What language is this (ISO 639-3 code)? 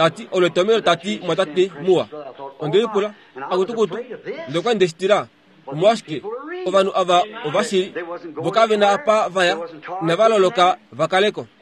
kua